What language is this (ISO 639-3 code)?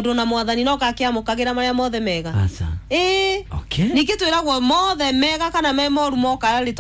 kik